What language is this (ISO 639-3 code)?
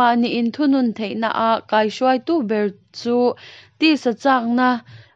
lus